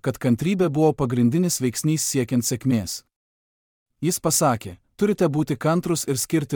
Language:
Lithuanian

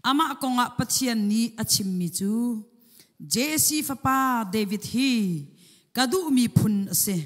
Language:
Hakha Chin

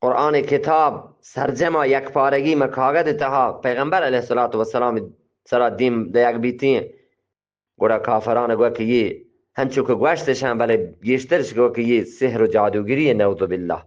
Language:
Eastern Balochi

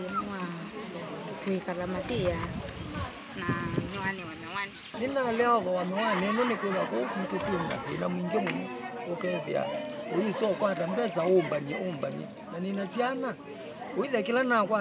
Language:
Kamba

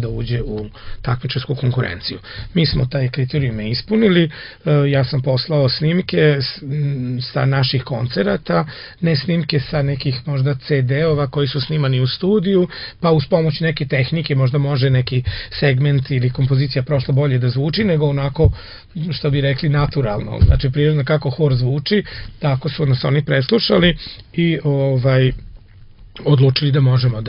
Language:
Serbian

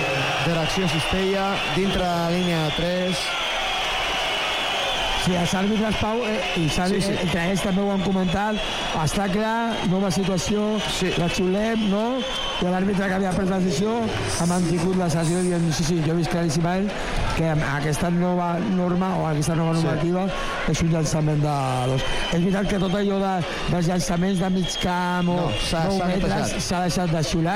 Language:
Catalan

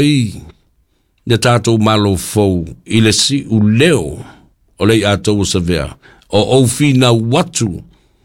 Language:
Samoan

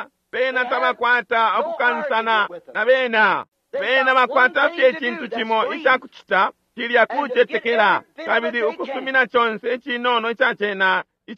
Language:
Bemba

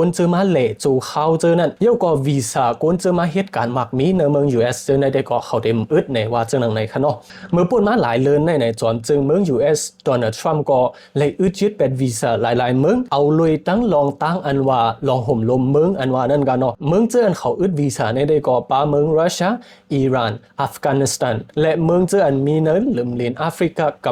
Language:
Shan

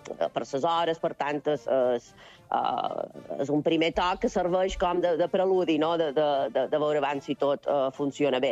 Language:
Catalan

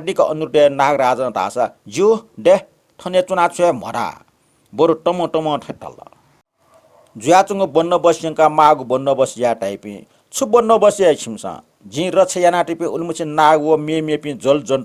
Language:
Newari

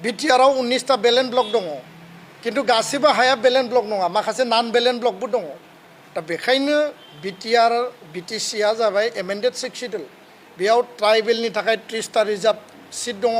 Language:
Bodo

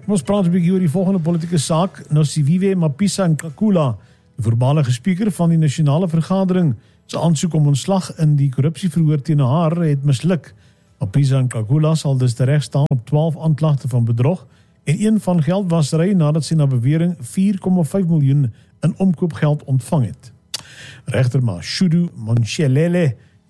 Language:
Afrikaans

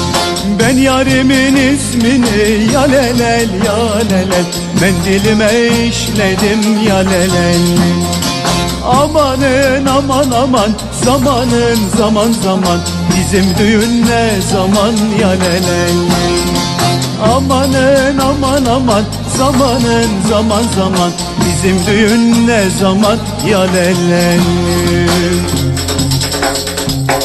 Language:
Turkish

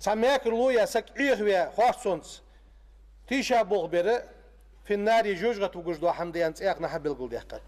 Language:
Ingush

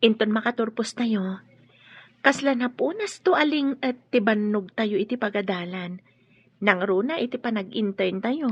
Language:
Iloko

